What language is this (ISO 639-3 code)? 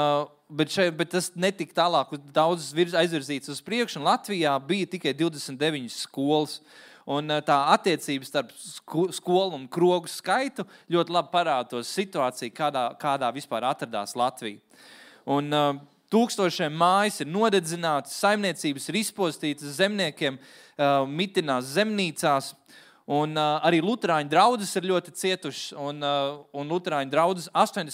lav